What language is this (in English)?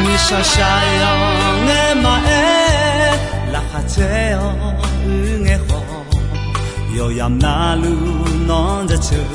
Akha